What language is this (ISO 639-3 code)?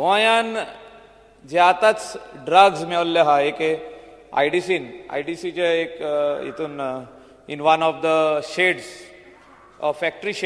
kok